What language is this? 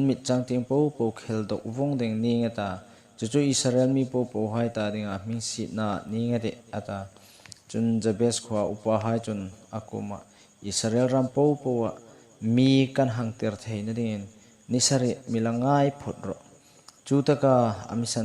Hmar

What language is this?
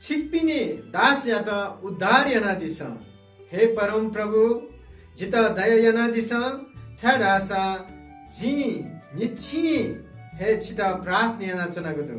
Newari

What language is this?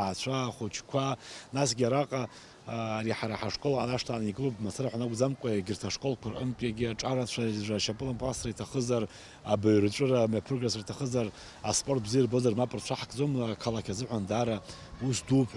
Abkhazian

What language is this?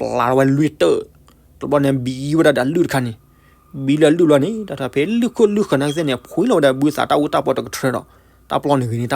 S'gaw Karen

